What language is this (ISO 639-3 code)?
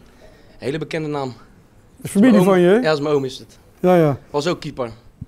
nld